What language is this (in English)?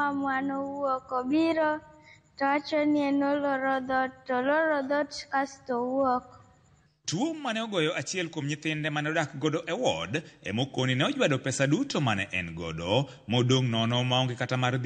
Luo (Kenya and Tanzania)